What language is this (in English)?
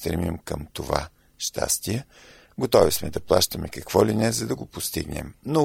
Bulgarian